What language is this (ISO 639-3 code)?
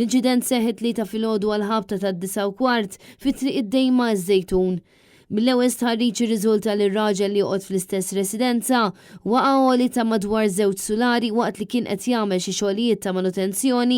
mlt